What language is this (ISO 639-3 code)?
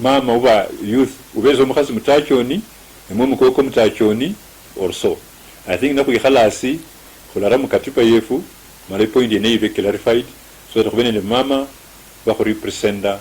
luy